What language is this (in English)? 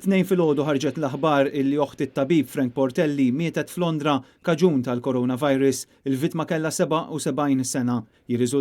Maltese